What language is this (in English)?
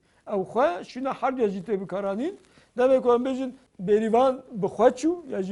Kurdish